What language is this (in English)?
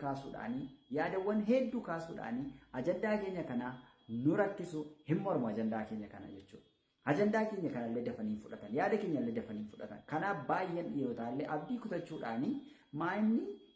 Oromo